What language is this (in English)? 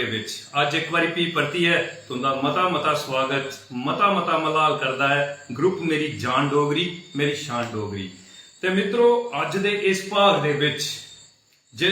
Dogri